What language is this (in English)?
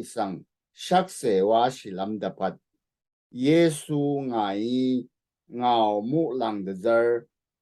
Rawang